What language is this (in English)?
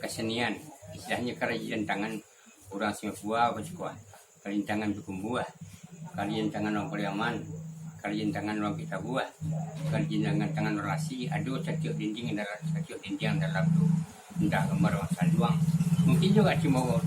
Minangkabau